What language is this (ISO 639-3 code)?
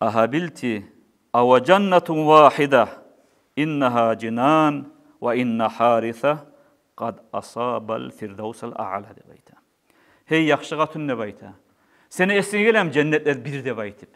kum